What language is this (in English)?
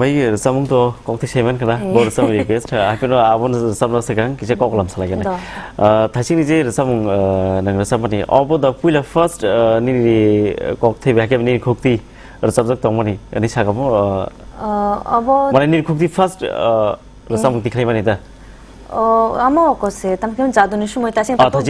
Kok Borok